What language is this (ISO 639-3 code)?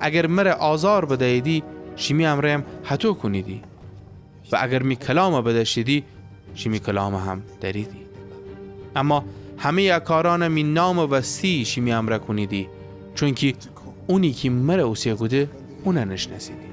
glk